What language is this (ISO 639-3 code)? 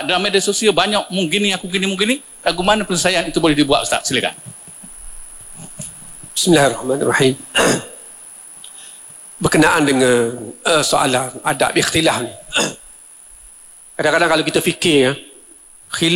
msa